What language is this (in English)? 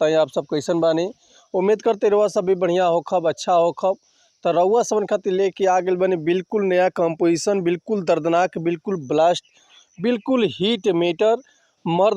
Bhojpuri